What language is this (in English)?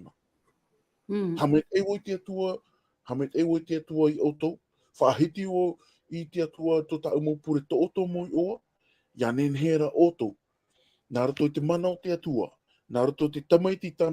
Tahitian